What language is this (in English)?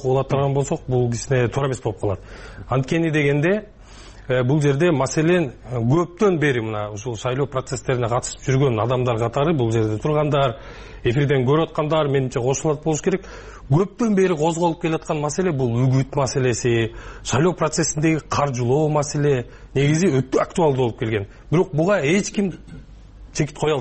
Kyrgyz